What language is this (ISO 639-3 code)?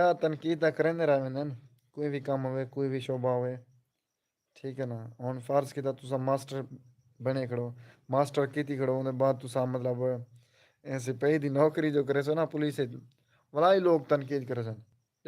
skr